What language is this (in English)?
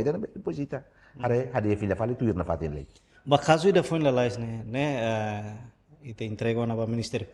Tetum